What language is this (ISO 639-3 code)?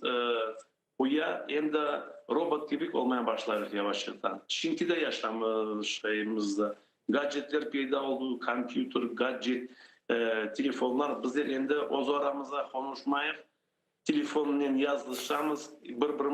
crh